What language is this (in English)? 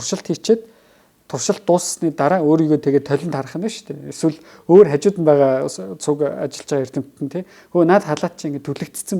Mongolian